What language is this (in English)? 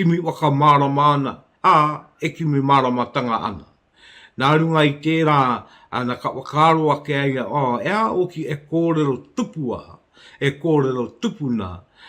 Māori